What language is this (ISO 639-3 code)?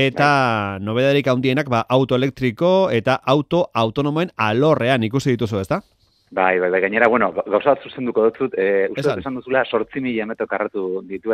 eus